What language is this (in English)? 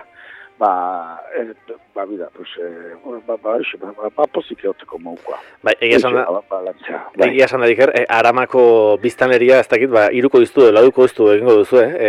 Basque